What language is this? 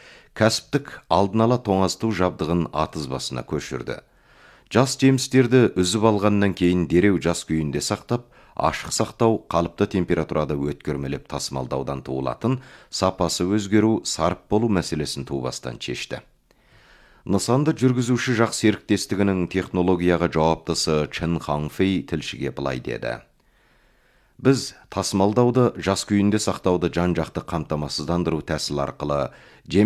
Kazakh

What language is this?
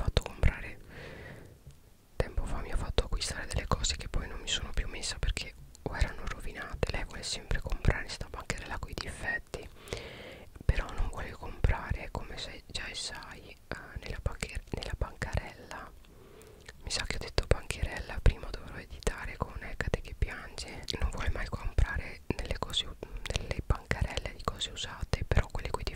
Italian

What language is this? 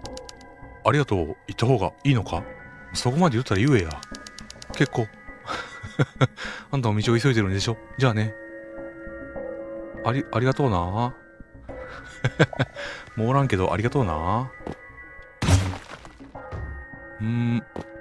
Japanese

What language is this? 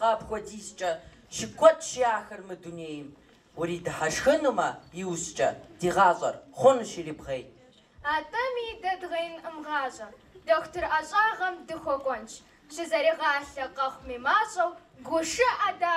Kabardian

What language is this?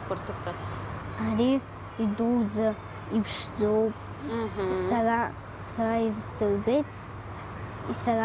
Abkhazian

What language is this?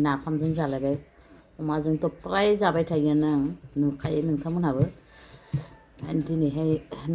Bodo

